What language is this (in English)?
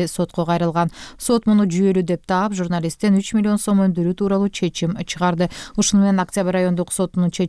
Kyrgyz